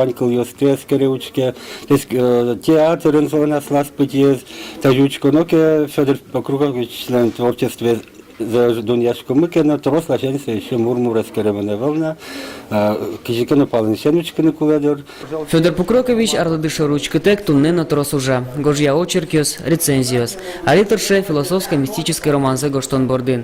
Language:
Udmurt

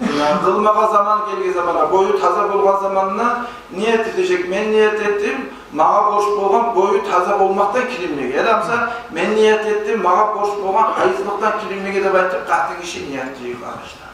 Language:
Kumyk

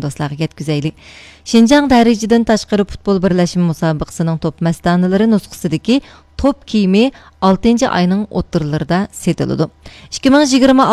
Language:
Uyghur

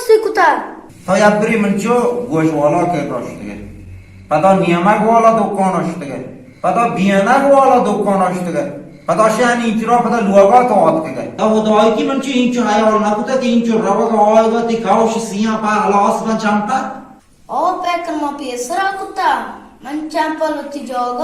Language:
Baluchi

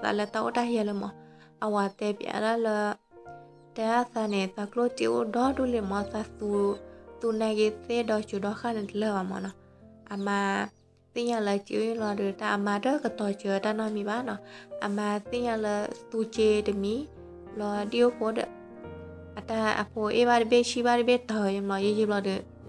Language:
S'gaw Karen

